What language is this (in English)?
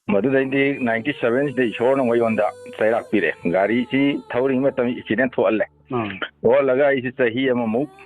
Manipuri